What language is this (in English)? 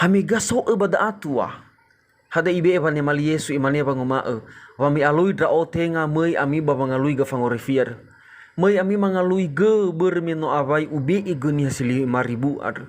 Nias